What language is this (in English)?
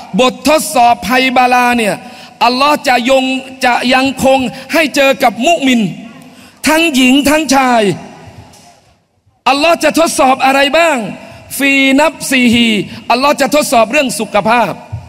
Thai